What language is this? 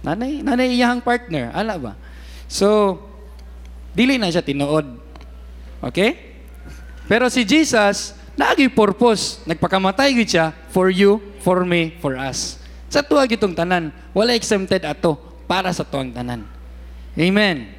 Cebuano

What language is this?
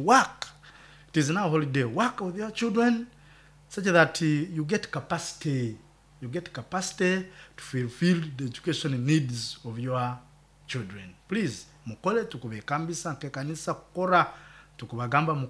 Nyoro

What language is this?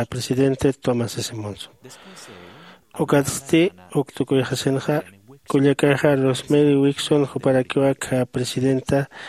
Aymara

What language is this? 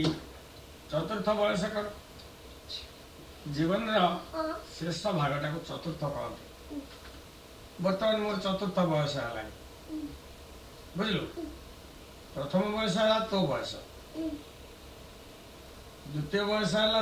Odia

